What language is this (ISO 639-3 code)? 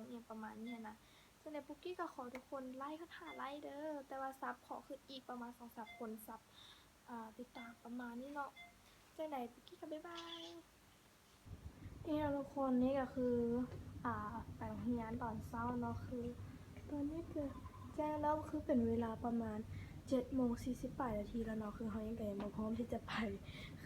lao